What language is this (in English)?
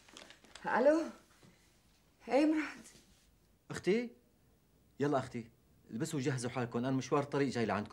North Levantine Arabic